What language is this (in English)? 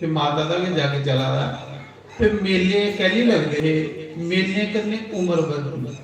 Dogri